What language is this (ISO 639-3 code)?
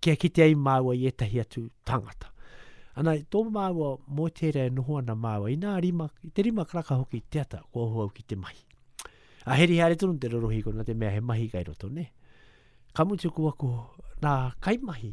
mri